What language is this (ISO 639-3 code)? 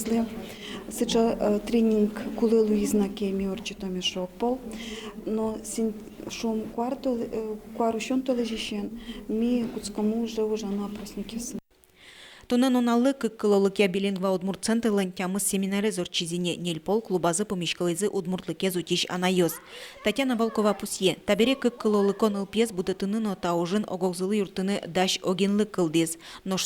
udm